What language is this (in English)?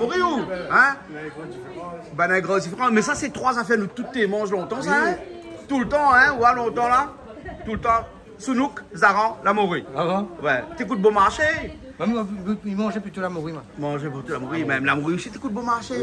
Réunion Creole French